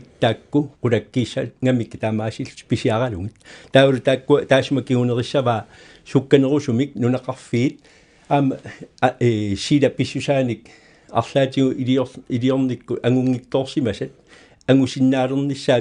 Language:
Kalaallisut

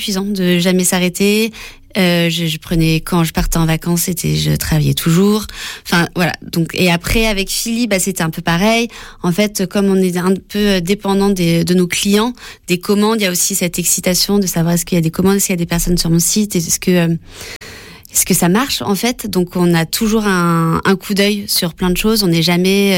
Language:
French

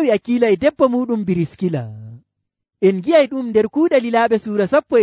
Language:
Nigerian Fulfulde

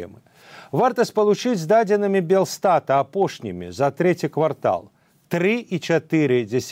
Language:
Belarusian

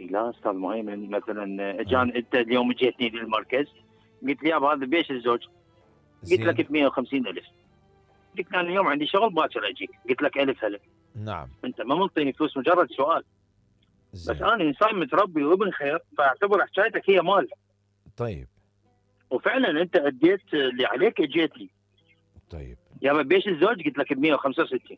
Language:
Mesopotamian Arabic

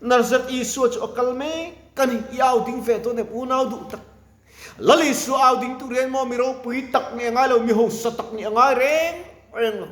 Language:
Mizo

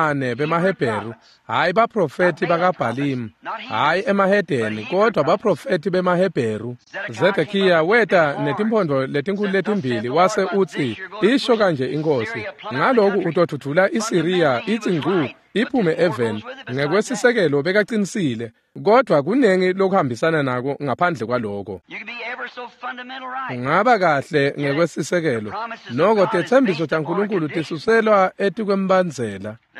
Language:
Swati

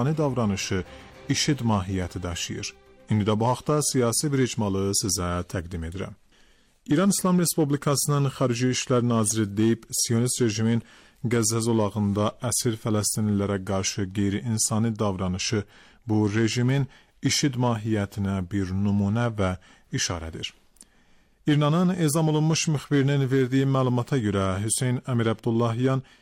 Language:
Azerbaijani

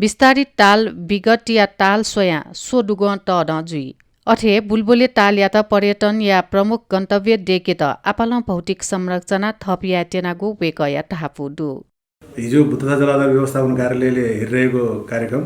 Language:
Newari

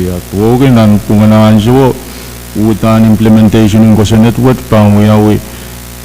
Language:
Pohnpeian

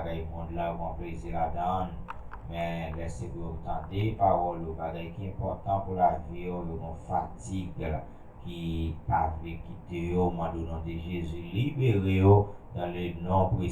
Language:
Haitian Creole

